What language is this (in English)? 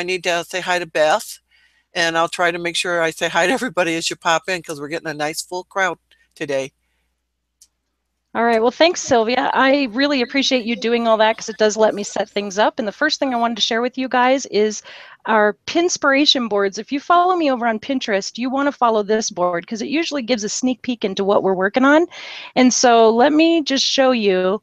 English